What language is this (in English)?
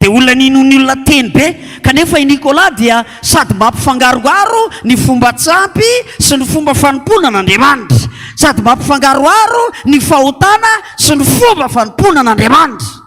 Malagasy